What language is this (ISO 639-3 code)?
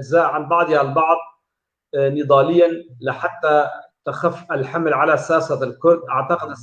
kur